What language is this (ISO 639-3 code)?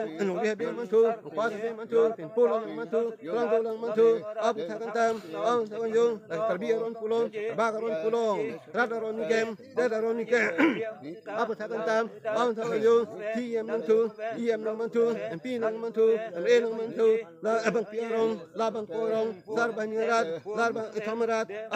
mjw